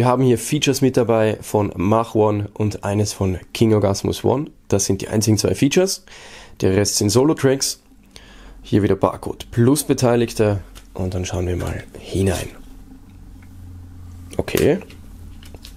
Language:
German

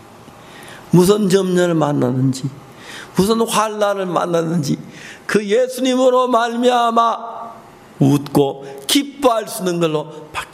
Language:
Korean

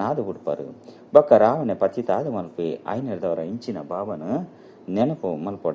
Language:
Tulu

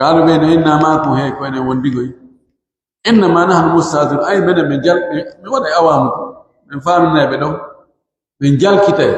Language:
Pular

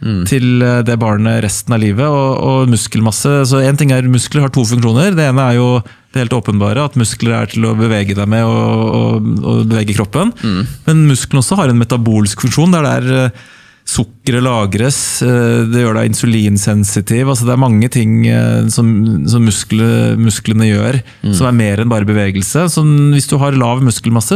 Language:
Norwegian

